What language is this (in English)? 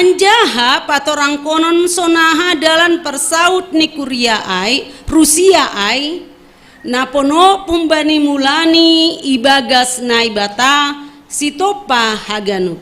Batak Simalungun